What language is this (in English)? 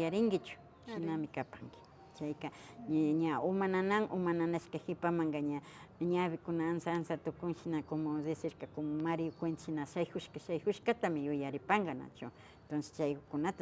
Imbabura Highland Quichua